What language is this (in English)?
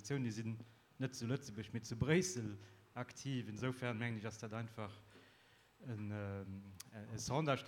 Luxembourgish